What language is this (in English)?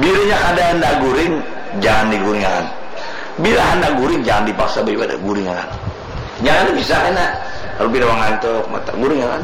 Banjar